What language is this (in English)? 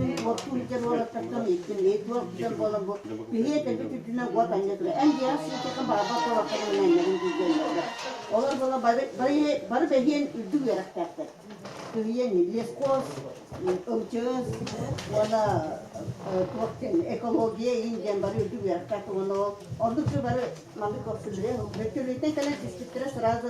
Yakut